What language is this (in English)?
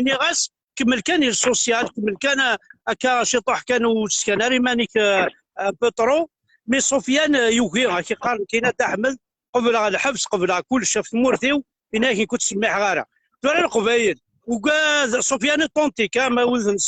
Kabyle